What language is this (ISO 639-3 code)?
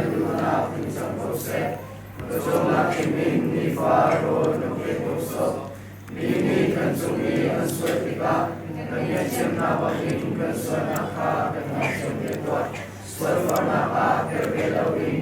cnh